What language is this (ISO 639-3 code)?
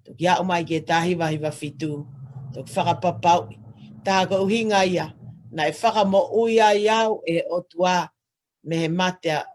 ton